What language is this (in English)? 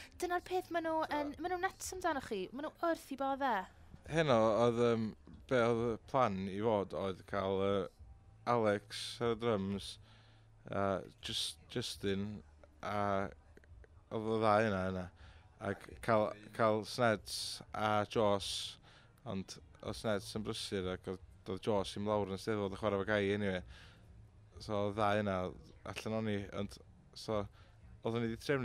Welsh